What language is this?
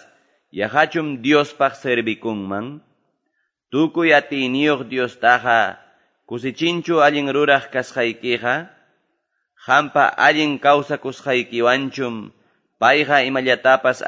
Quechua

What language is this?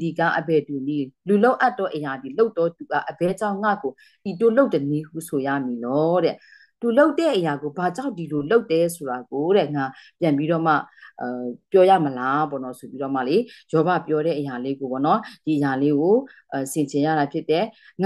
Burmese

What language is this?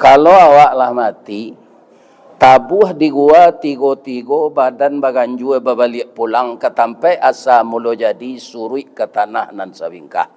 Minangkabau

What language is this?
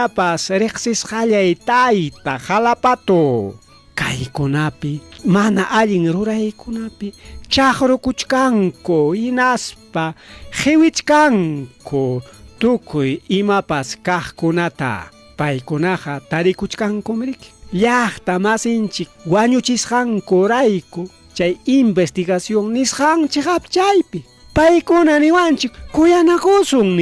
Ayacucho Quechua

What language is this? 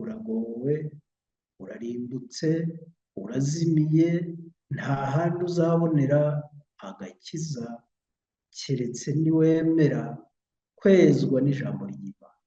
Kinyarwanda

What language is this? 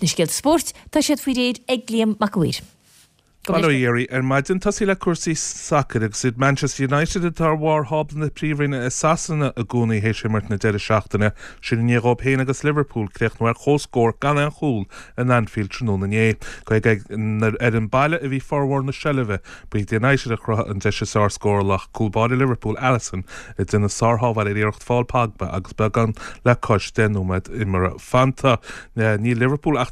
Irish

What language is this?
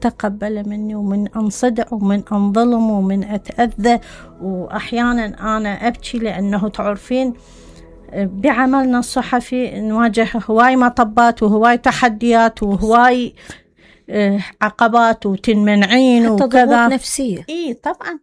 Mesopotamian Arabic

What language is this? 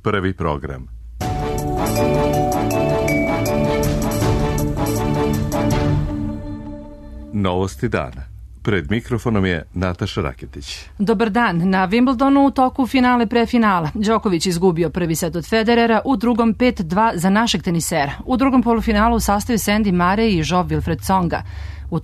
Serbian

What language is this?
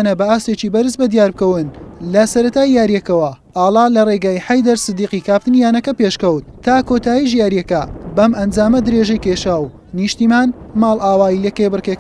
Central Kurdish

